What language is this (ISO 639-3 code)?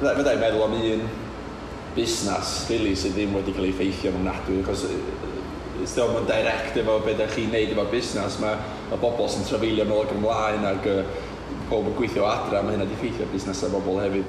cym